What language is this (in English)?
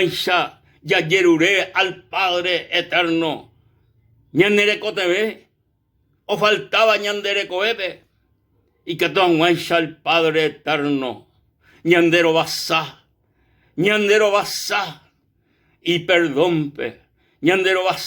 Guarani